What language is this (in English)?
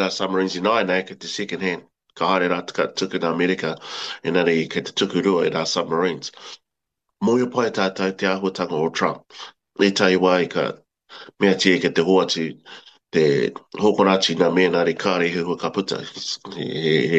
Māori